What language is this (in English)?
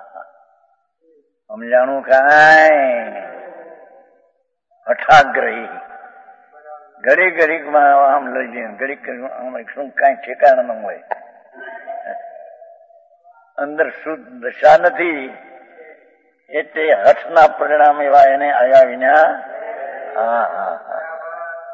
Gujarati